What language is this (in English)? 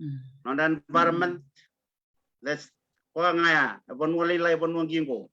Fijian